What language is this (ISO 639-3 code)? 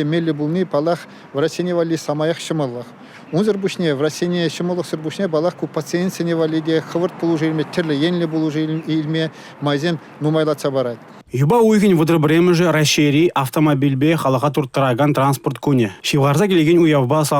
chv